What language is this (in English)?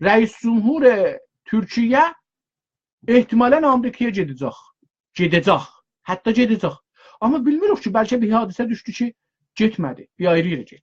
South Azerbaijani